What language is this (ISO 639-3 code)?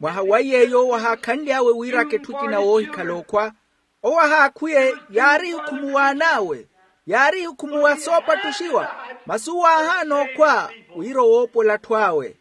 vmw